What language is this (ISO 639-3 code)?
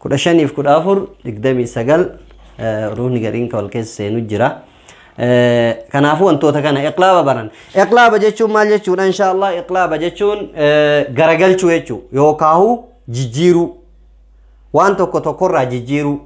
orm